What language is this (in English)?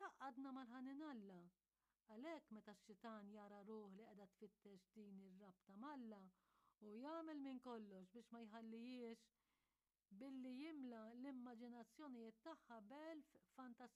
Maltese